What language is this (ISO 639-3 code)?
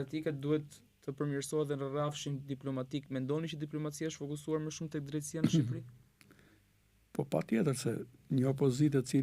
sqi